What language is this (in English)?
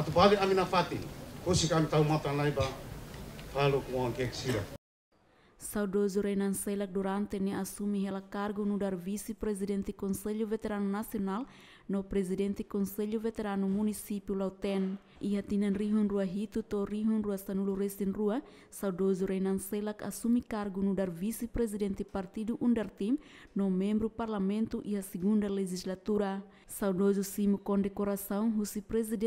Tetum